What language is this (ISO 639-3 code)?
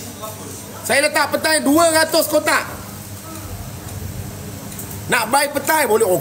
msa